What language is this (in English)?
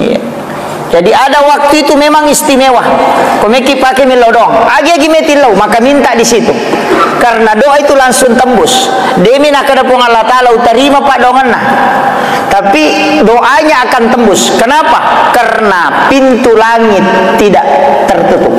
Buginese